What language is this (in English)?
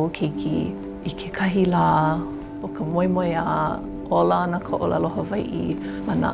Hawaiian